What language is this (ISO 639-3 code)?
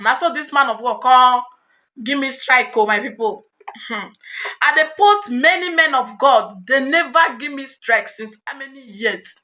pcm